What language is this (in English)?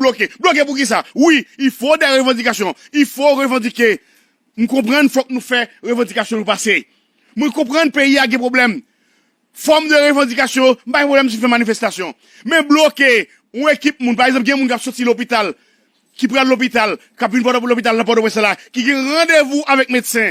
Haitian Creole